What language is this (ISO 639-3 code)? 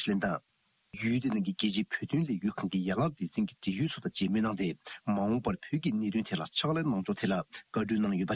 bod